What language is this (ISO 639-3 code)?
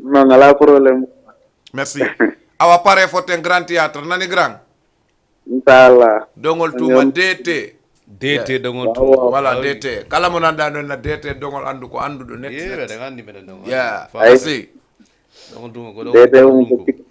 ful